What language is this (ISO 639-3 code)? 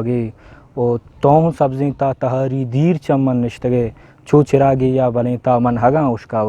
bgp